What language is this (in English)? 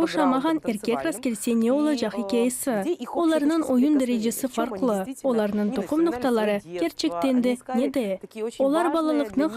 Crimean Tatar